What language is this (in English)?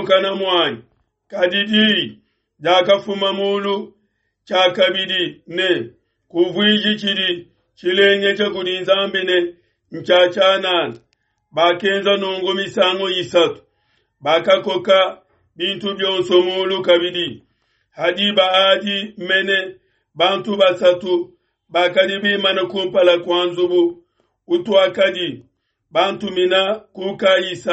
Luba-Lulua